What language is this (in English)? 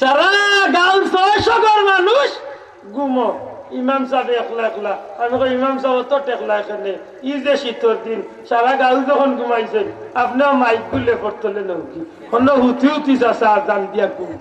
Sylheti